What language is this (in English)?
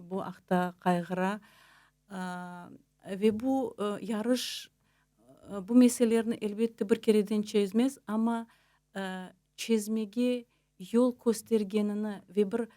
Crimean Tatar